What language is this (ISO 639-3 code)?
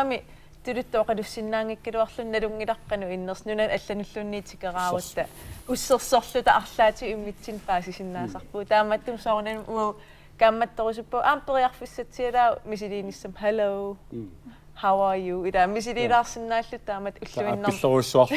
kal